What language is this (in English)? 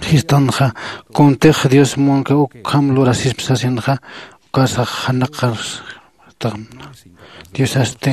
Aymara